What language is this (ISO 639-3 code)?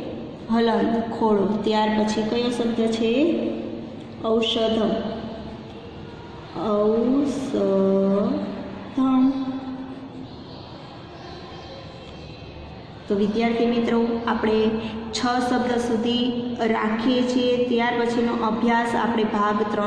guj